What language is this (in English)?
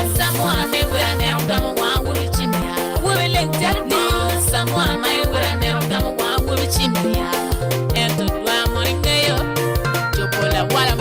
Acoli